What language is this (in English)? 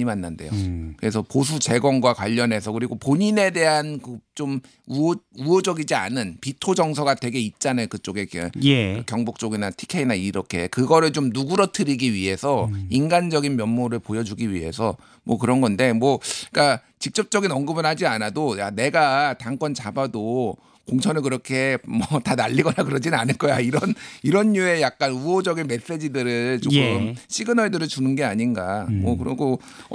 Korean